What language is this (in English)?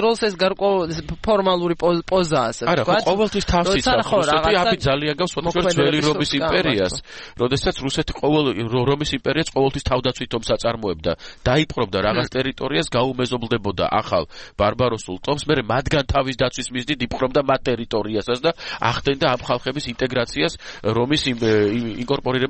Georgian